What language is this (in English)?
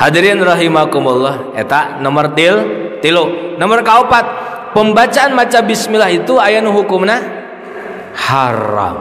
Sundanese